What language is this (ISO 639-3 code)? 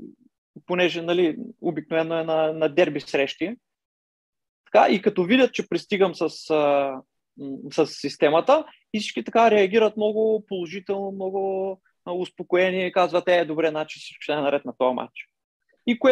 bul